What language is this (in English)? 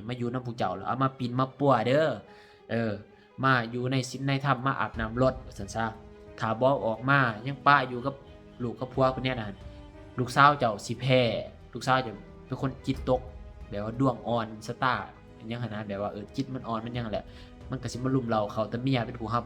Lao